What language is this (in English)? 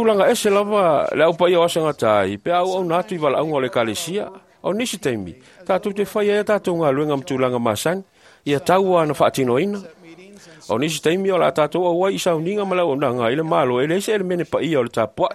Samoan